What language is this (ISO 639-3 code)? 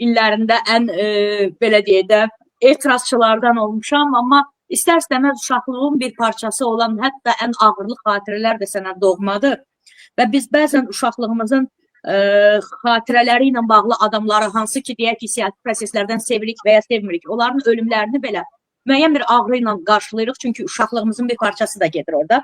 aze